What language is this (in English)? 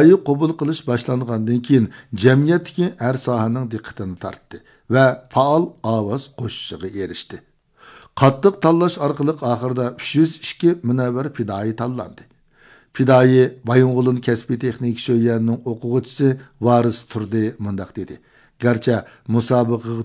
Uyghur